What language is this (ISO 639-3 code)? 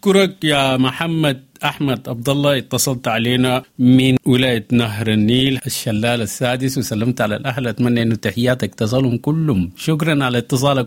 apd